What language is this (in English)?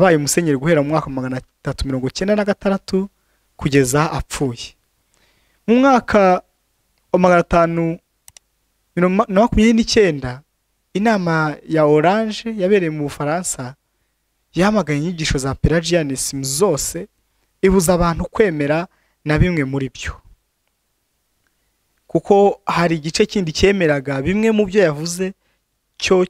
Kinyarwanda